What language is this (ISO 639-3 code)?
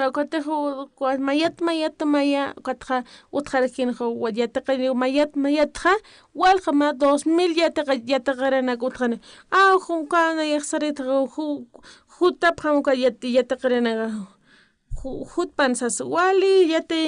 aym